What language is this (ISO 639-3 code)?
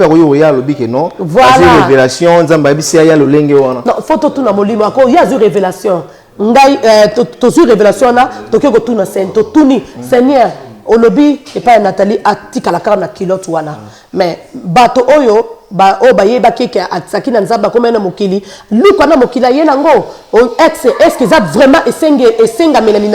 lin